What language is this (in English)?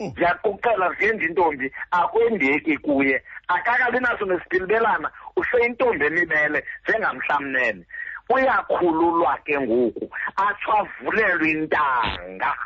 Xhosa